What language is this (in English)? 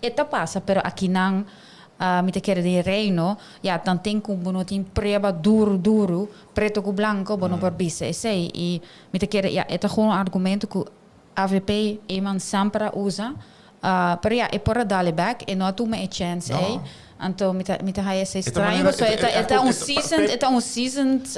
Papiamento